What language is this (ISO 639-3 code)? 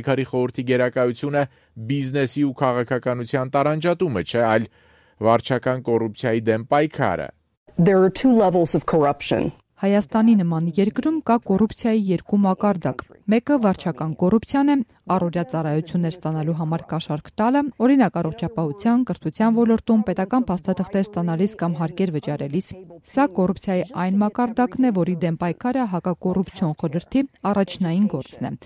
hye